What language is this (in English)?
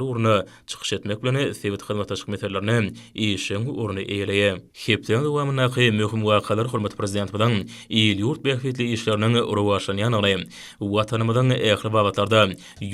Turkmen